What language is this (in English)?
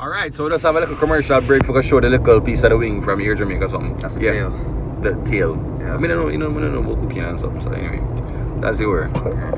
Jamaican Creole English